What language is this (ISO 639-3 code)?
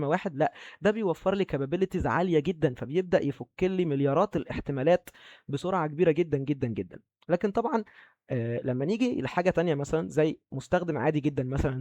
arz